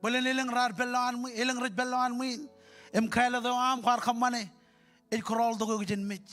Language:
Marshallese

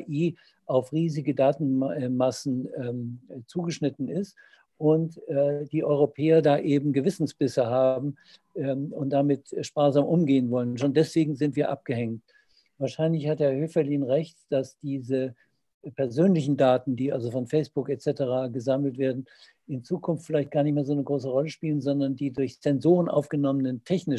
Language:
German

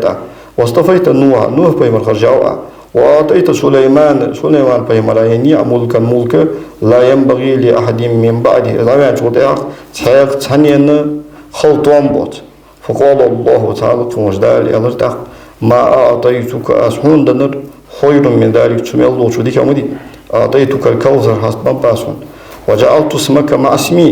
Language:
Ingush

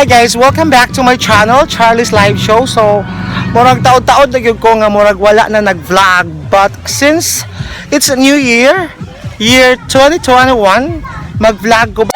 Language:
Cebuano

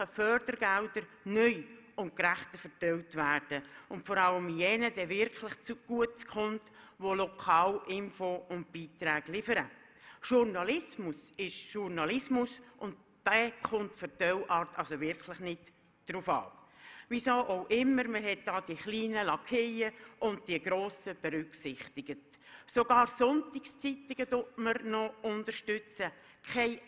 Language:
German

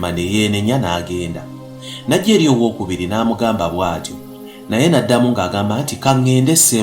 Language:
Ganda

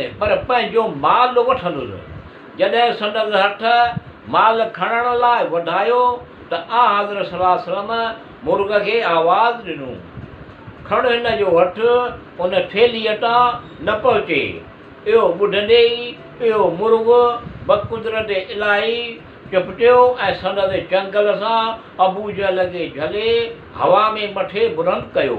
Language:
Sindhi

